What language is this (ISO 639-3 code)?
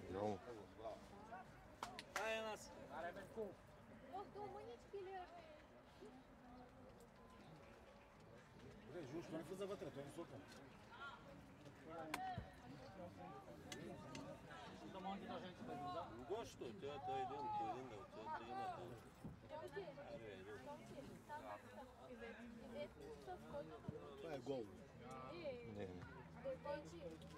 bul